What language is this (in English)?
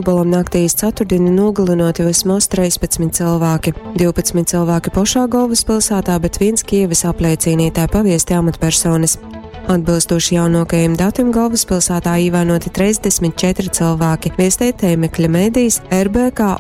Latgalian